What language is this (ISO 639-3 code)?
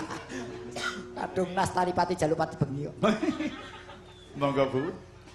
jav